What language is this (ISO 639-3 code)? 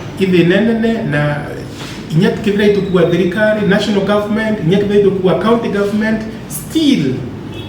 mer